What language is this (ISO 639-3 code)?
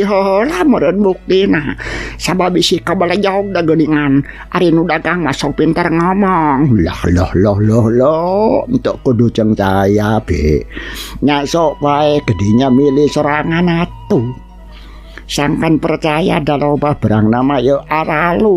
sun